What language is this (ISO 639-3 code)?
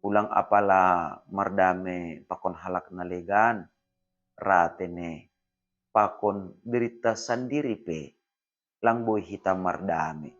bts